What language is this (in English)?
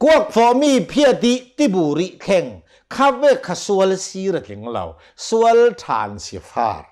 Hakha Chin